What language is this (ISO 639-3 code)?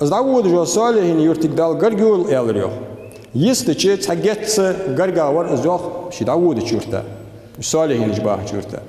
inh